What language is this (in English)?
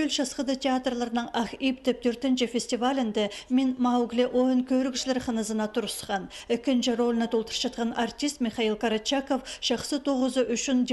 Khakas